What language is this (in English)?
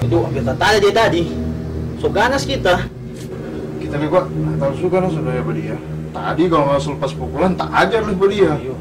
Manado Malay